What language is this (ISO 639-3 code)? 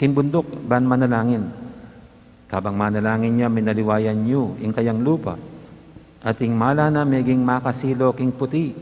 pam